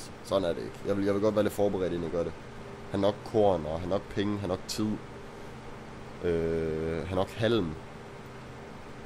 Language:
Danish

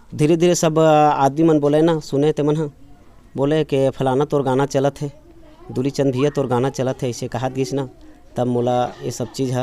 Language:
Chhattisgarhi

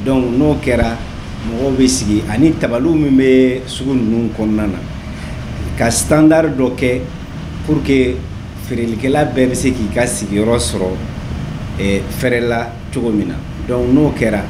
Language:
Bambara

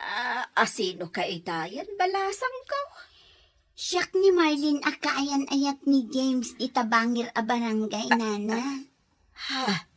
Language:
Iloko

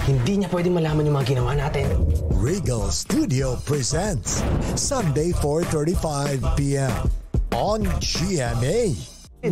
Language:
Filipino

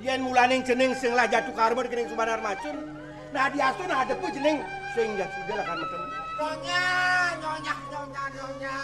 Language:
Balinese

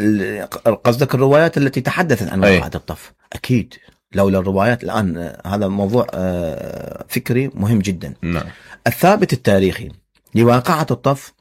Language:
Mesopotamian Arabic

